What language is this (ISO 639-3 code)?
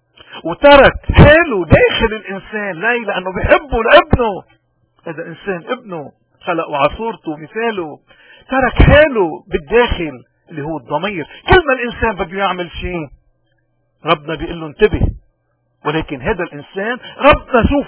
apc